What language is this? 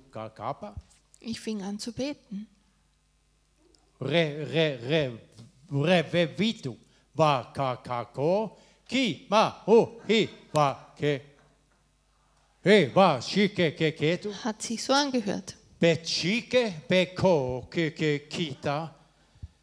German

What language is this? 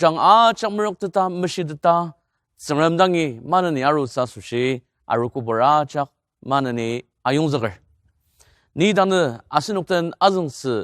Ao Naga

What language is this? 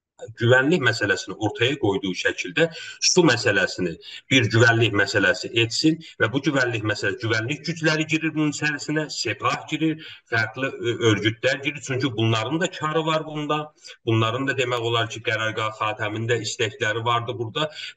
South Azerbaijani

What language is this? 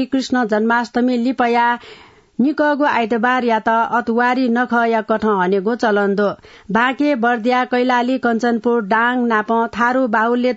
Newari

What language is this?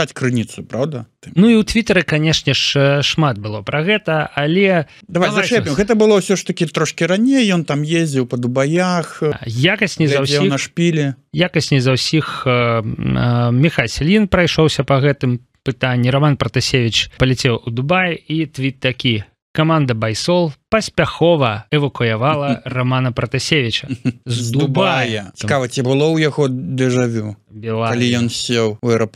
Belarusian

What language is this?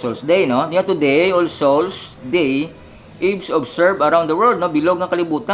Hiligaynon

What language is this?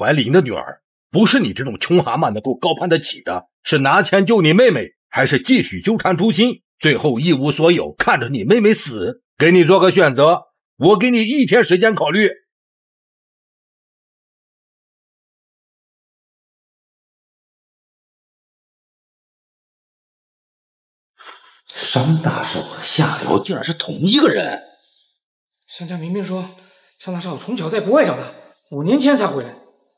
Chinese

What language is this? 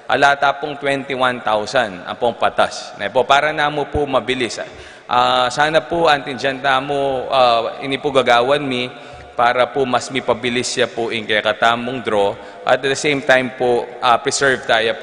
Pampanga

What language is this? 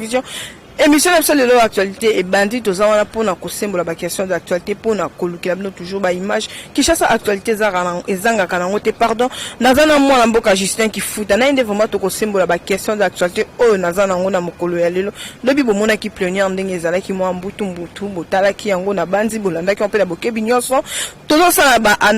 Lingala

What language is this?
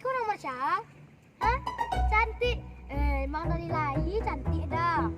Minangkabau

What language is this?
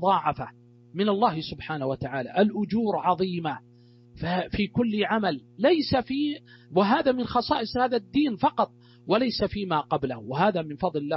Arabic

